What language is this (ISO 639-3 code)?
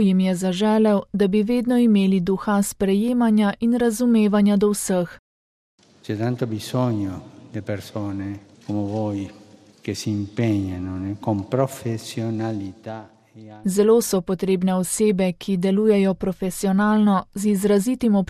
slv